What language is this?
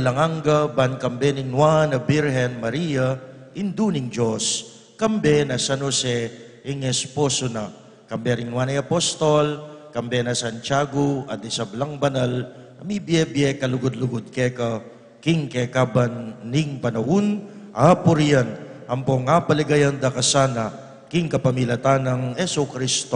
Pampanga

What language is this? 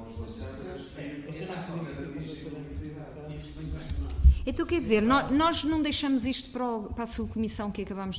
Portuguese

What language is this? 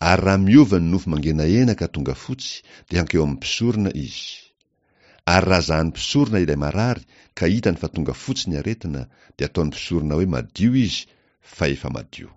Malagasy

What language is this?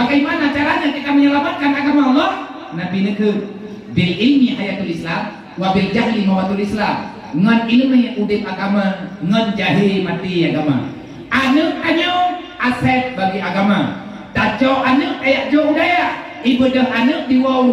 Achinese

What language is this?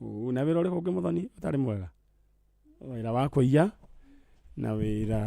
Kikuyu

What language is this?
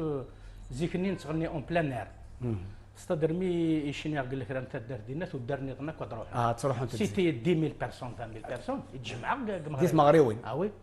Kabyle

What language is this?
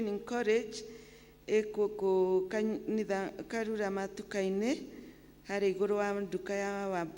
Kikuyu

